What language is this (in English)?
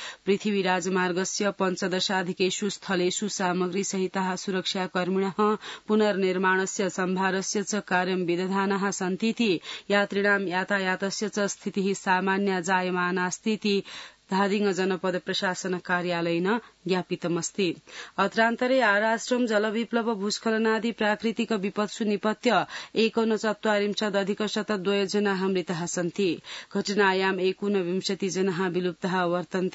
Sanskrit